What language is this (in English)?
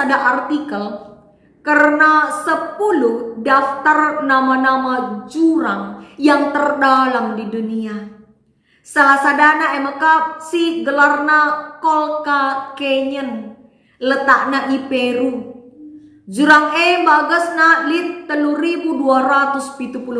Batak Karo